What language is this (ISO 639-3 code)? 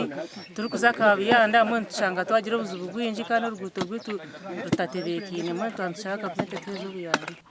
nyn